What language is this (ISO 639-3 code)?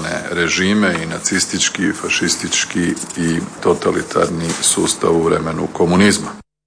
hrv